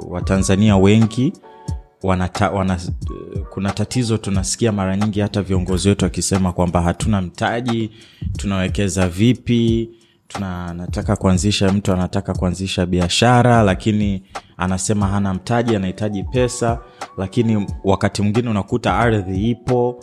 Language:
Swahili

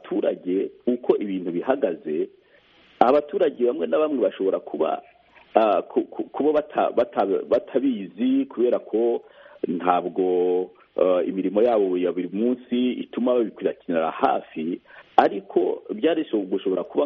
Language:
Kinyarwanda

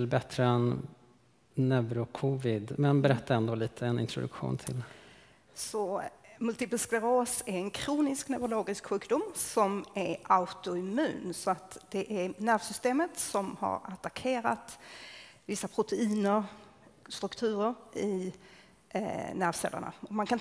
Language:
Swedish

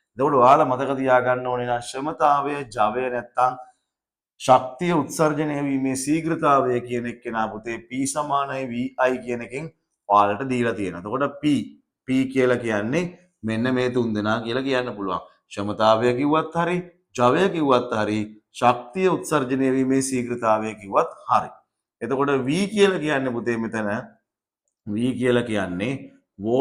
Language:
Sinhala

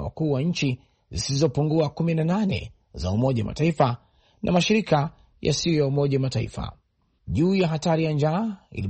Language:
Swahili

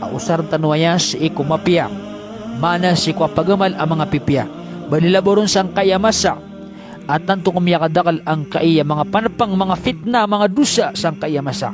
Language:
Maranao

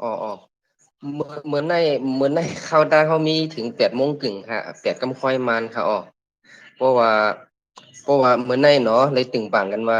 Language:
Shan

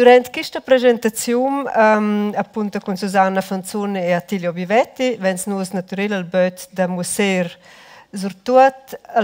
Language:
Romansh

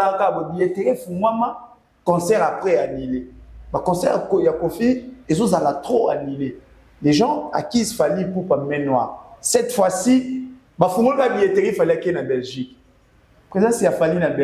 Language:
Lingala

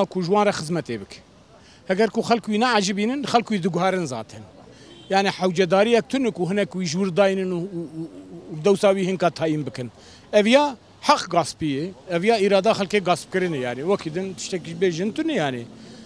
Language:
Kurdish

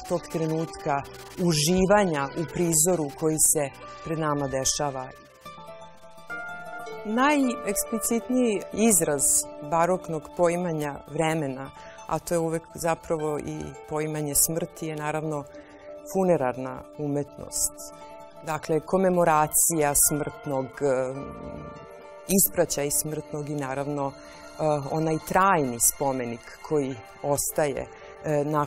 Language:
Serbian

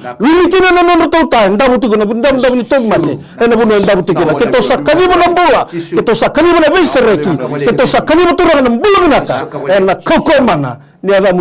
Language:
Fijian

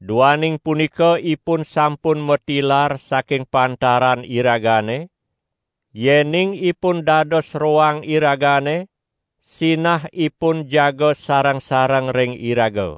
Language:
Balinese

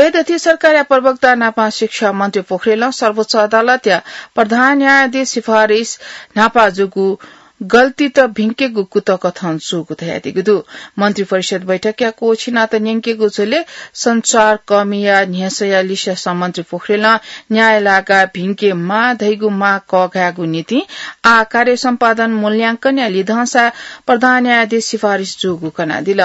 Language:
Newari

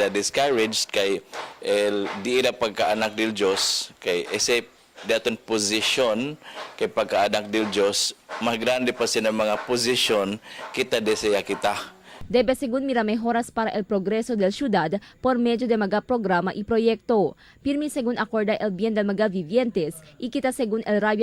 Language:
Chavacano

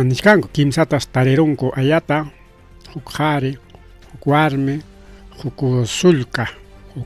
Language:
Ayacucho Quechua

